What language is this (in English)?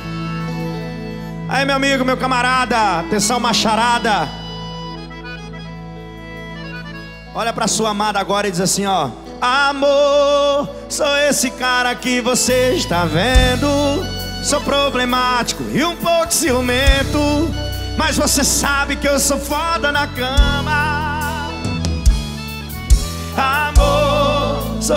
Portuguese